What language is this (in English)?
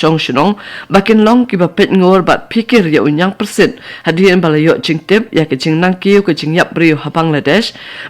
Khasi